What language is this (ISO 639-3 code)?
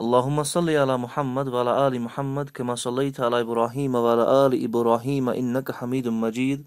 kas